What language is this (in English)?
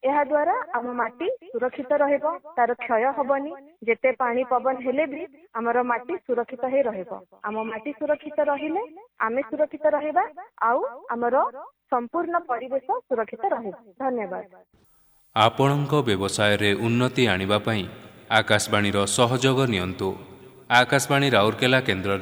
Odia